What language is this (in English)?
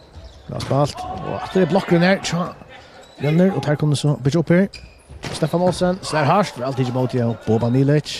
Faroese